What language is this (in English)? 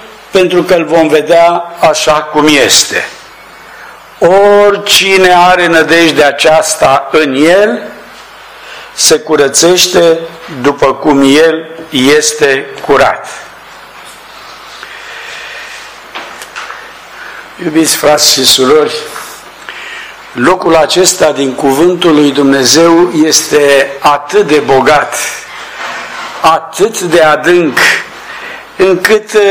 Romanian